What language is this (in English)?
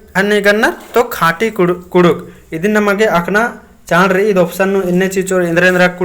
Kurukh